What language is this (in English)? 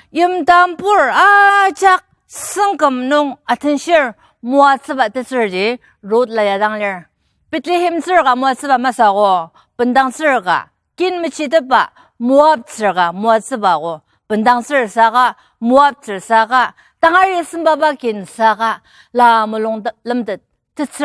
Ao Naga